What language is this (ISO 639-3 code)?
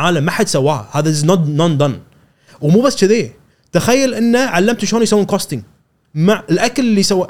afb